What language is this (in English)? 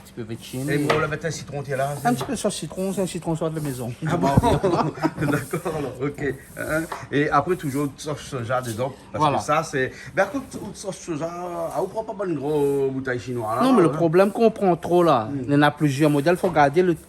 Réunion Creole French